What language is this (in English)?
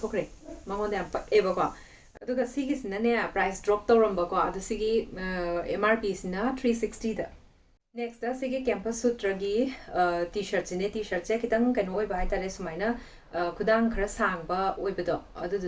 Manipuri